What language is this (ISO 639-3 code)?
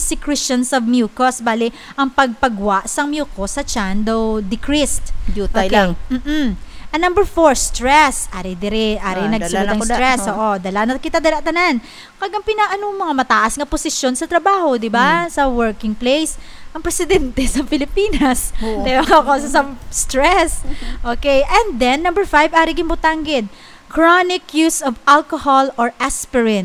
hil